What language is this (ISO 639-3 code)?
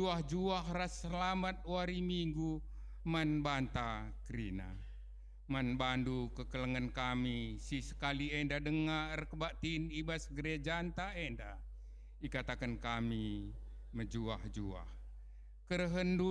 btx